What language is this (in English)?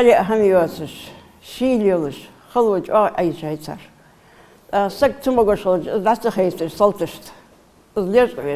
Ingush